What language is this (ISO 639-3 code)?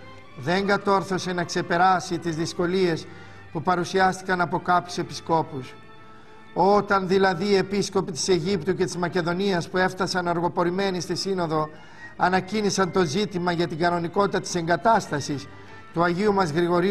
ell